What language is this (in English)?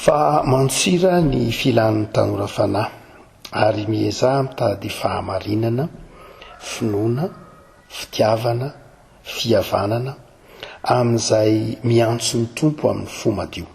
Malagasy